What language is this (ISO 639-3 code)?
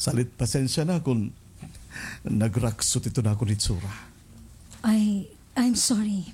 war